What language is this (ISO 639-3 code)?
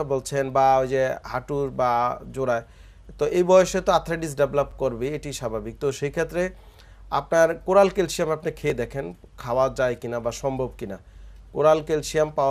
ben